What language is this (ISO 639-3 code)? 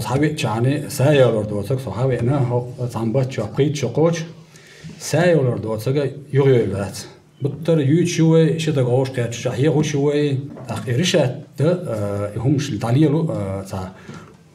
che